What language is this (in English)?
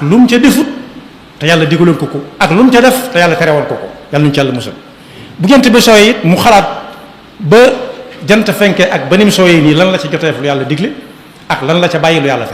Wolof